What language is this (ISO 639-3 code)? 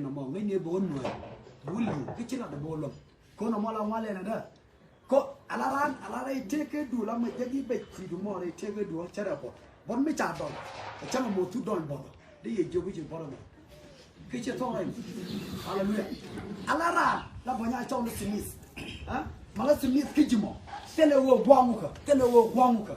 nus